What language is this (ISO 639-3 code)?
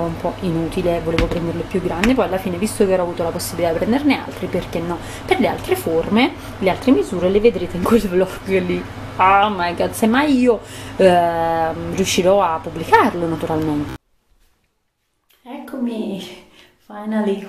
ita